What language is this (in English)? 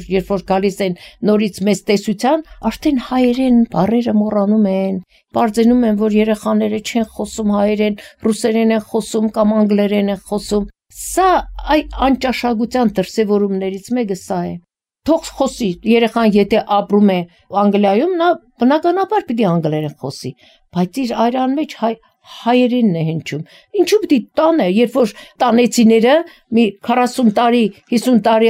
Armenian